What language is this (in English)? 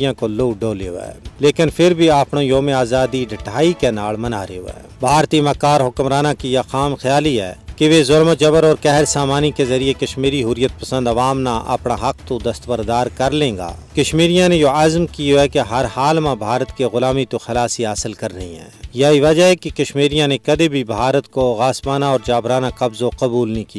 Gujari